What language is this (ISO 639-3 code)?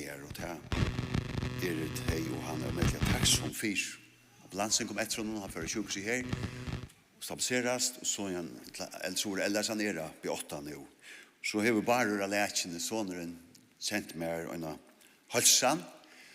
fao